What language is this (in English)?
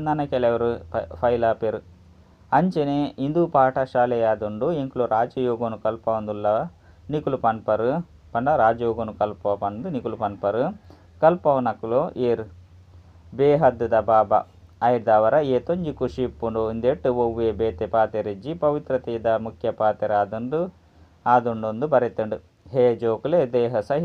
Tulu